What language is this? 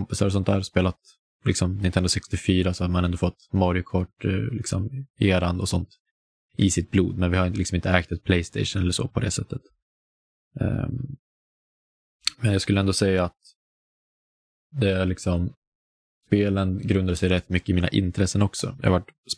Swedish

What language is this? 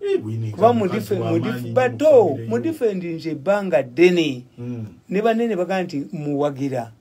Ganda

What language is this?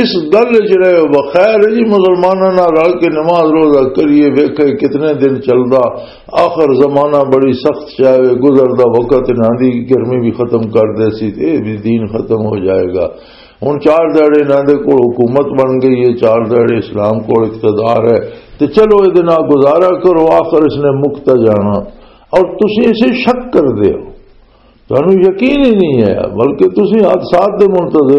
Western Panjabi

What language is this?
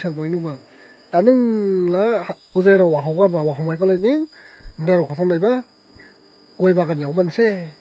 Dimasa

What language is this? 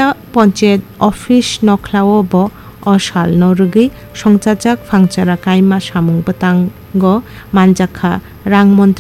Kok Borok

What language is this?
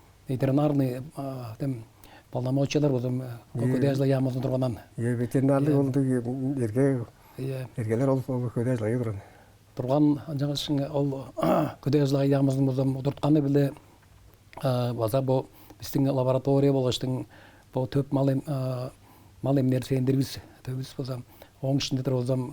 Tuvinian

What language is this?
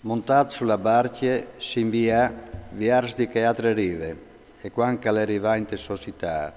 Friulian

